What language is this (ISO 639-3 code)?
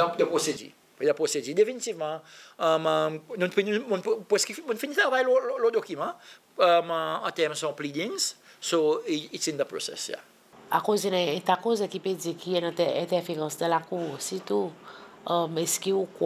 crs